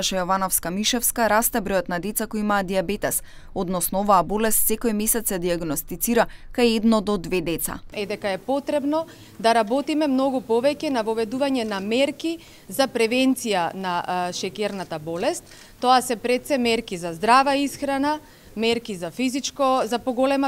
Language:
Macedonian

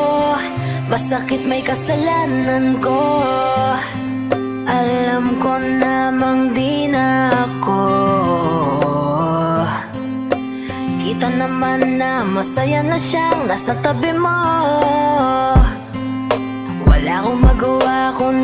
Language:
Filipino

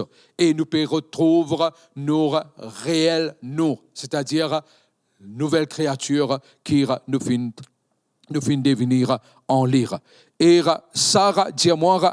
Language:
Morisyen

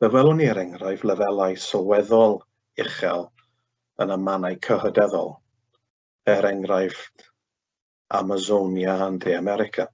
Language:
Welsh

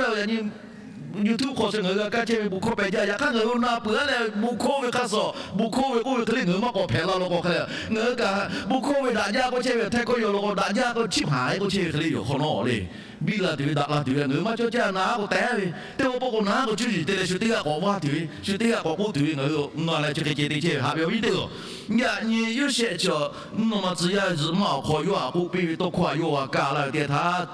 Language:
Lahu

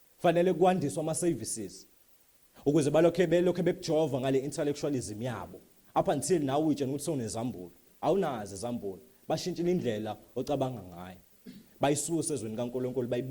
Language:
Zulu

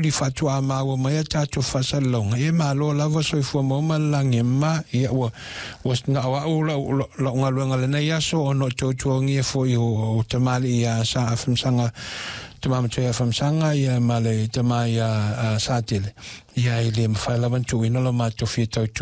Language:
Samoan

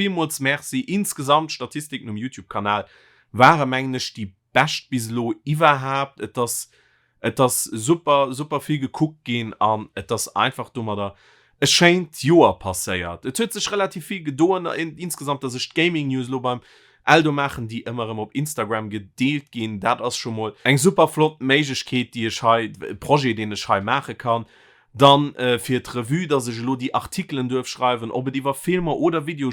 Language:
Luxembourgish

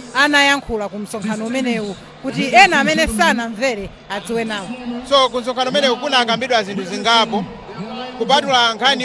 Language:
Nyanja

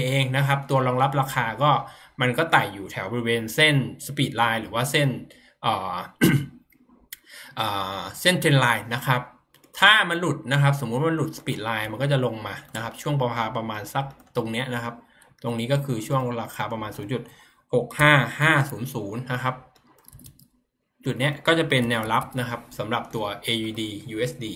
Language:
Thai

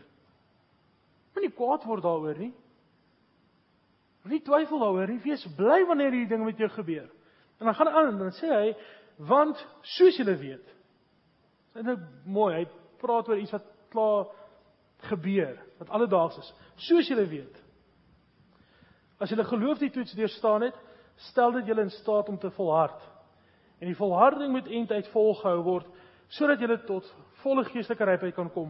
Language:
Afrikaans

